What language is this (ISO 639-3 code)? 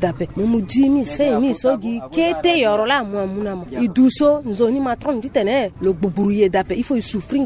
sag